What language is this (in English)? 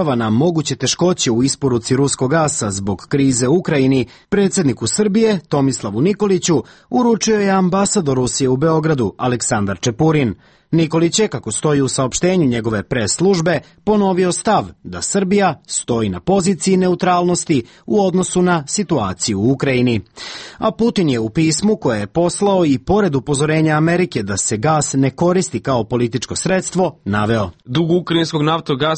Serbian